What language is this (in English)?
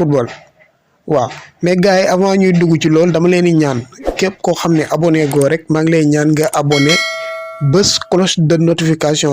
Wolof